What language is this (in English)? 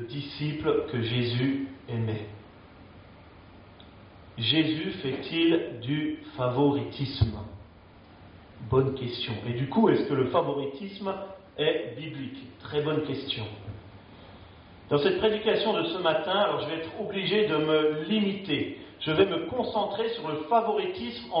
French